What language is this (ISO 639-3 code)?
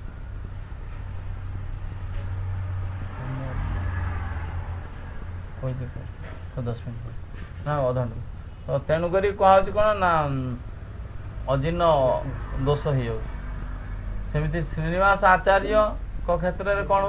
ori